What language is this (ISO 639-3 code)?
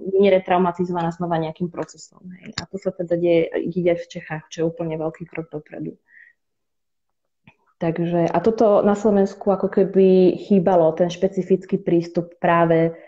slk